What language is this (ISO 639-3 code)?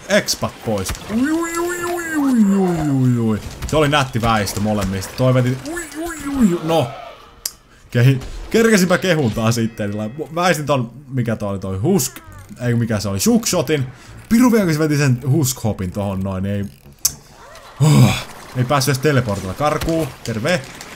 fin